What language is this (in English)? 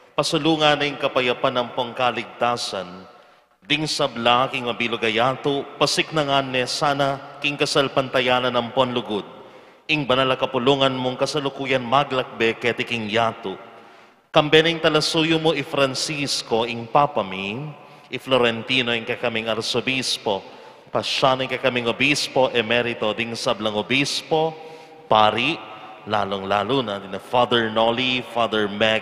Pampanga